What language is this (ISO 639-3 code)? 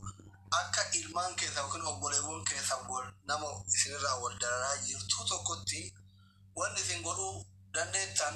orm